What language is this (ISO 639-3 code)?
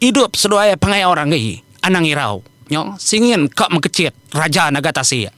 iba